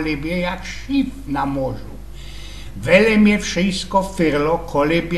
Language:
Silesian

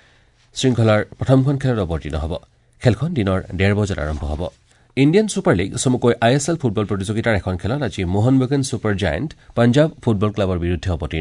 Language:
Assamese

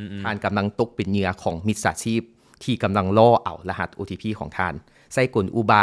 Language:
Lao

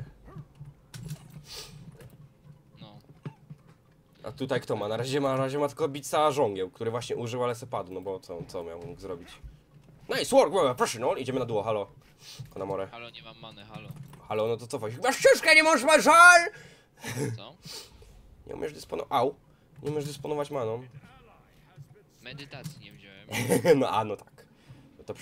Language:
Polish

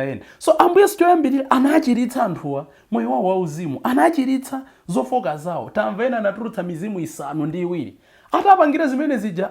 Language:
Nyanja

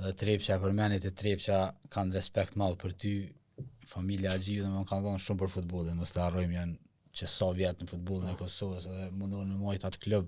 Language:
Albanian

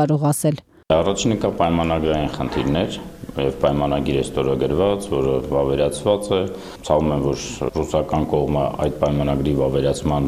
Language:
Armenian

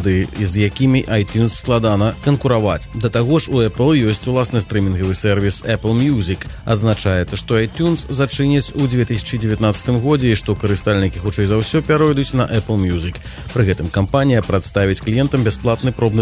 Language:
Belarusian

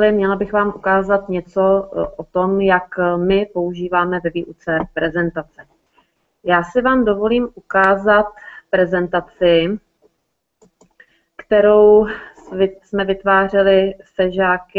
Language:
Czech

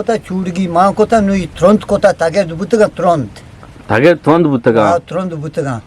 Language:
Eastern Balochi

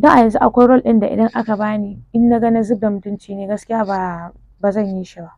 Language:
Hausa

